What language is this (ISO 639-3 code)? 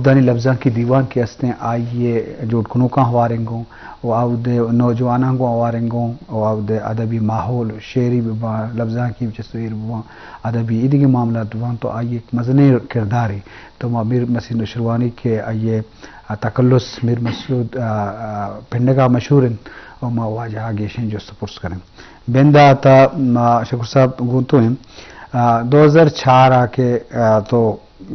bgp